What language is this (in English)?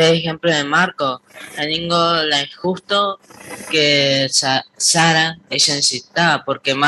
Guarani